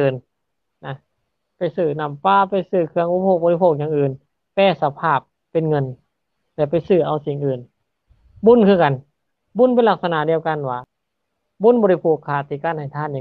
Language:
Lao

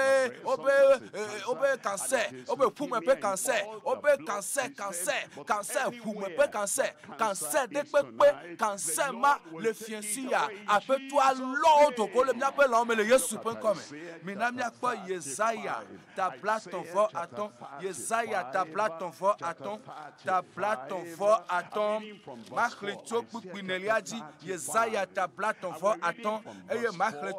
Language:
Ewe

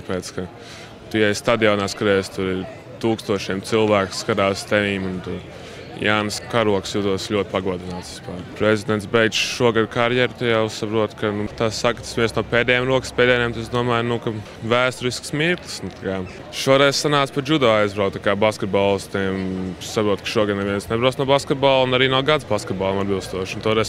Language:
Latvian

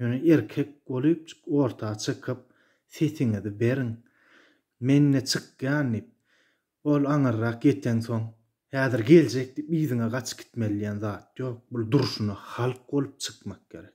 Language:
Turkmen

